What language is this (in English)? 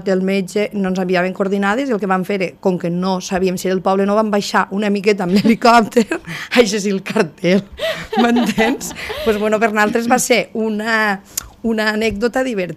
Catalan